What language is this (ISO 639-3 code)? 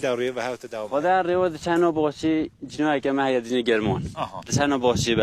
kur